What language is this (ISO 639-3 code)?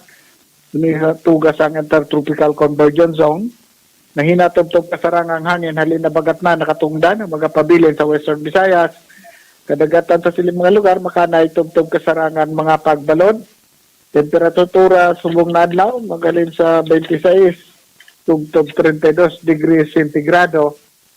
hil